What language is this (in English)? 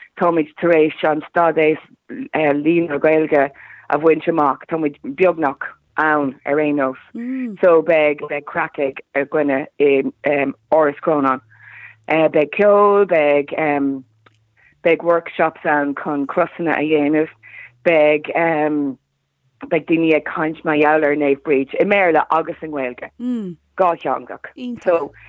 Irish